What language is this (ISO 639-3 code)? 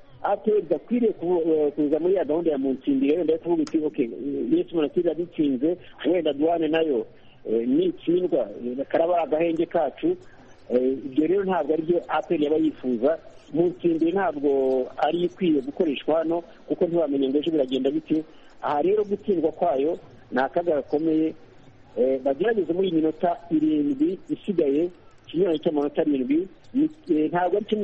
kin